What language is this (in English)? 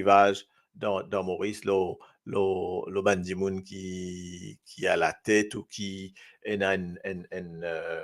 Morisyen